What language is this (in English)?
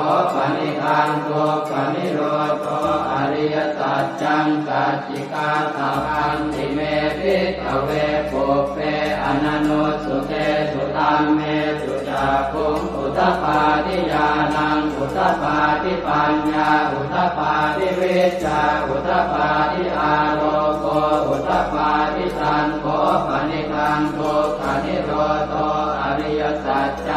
Pali